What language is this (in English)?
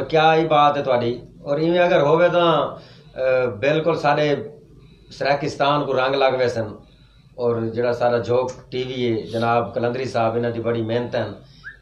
Saraiki